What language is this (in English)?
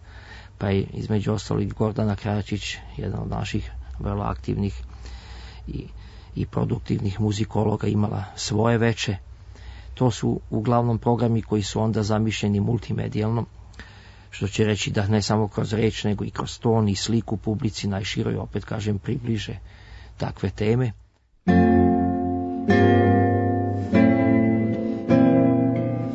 Serbian